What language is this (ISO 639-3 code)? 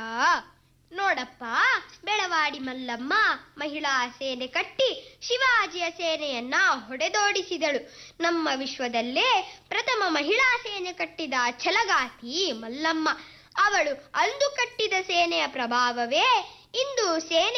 kan